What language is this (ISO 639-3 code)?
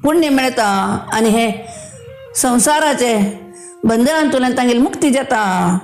kok